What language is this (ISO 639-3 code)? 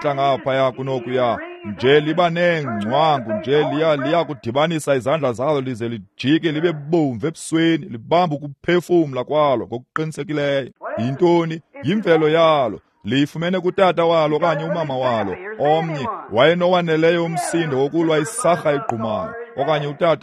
xho